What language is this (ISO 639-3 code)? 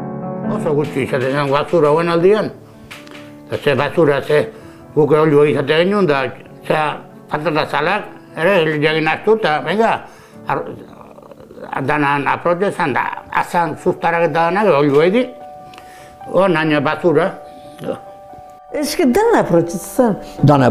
eus